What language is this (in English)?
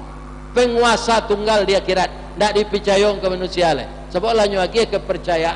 Minangkabau